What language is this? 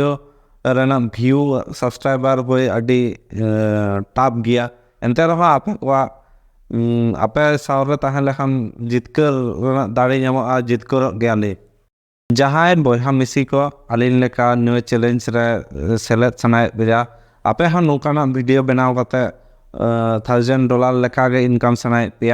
Santali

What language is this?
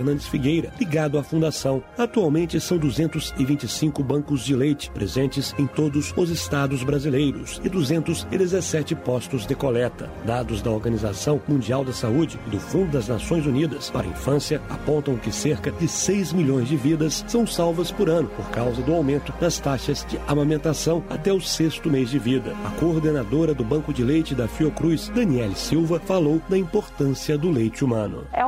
Portuguese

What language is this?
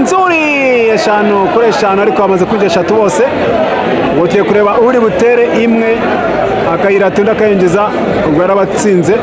Kinyarwanda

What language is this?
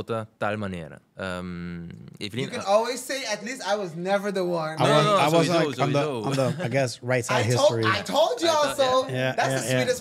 Papiamento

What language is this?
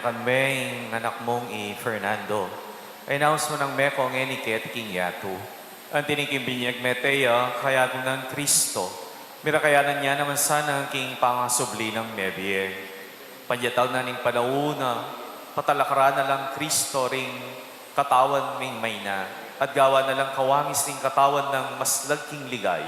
Pampanga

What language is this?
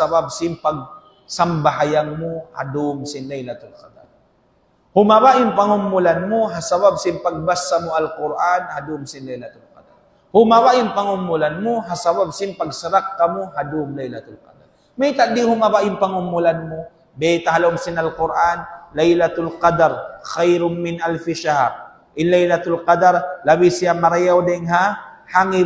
Tausug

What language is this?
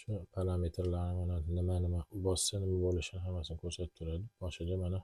Uzbek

